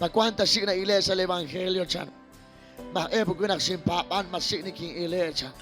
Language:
Kekchí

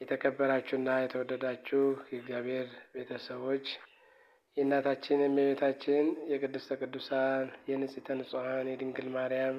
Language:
Amharic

